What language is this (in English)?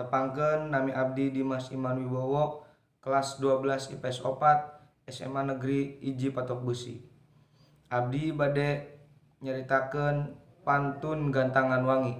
Sundanese